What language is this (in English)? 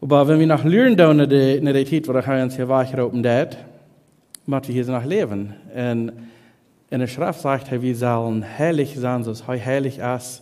Plautdietsch